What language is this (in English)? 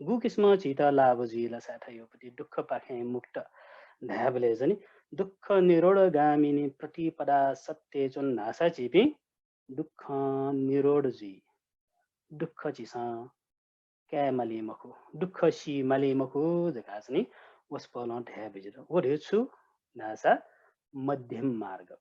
Newari